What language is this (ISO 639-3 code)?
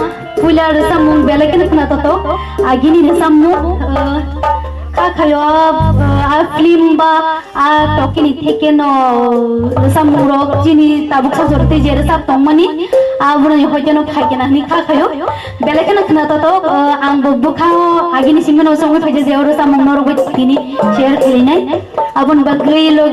trp